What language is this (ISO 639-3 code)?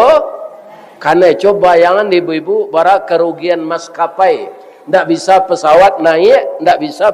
min